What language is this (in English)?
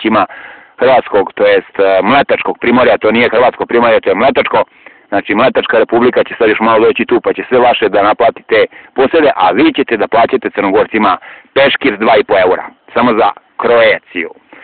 Serbian